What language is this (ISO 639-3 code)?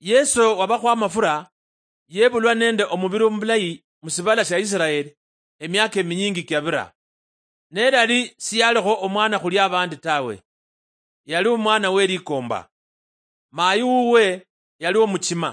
luy